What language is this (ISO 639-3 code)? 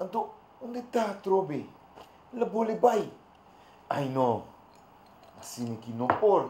pap